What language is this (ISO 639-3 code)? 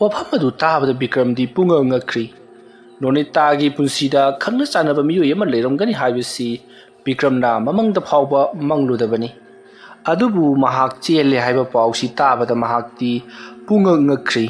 mni